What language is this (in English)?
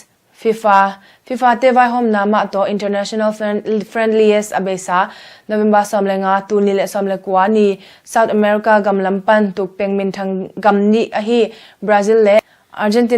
Tedim Chin